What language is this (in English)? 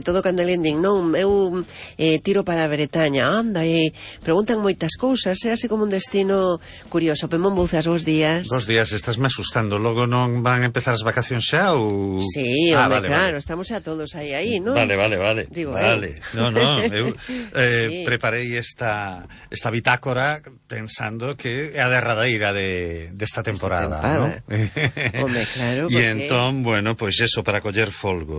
Galician